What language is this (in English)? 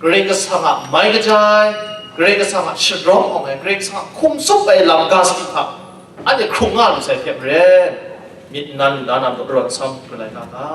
Kachin